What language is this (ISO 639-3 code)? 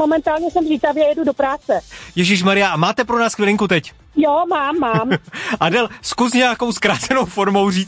ces